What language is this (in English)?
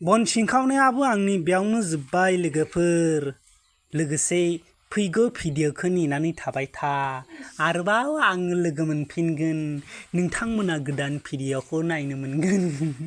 Bodo